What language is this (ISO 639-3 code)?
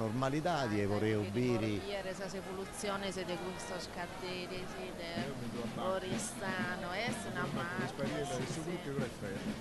srd